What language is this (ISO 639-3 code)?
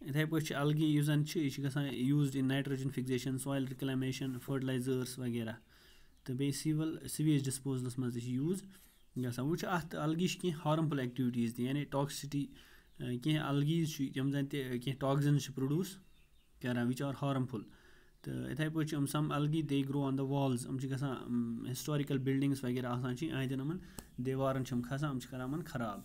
kas